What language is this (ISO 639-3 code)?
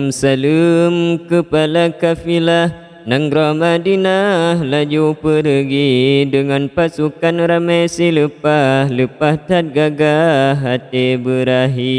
ace